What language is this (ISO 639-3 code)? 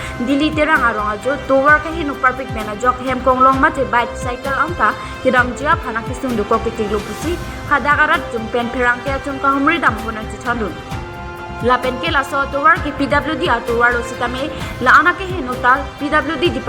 mjw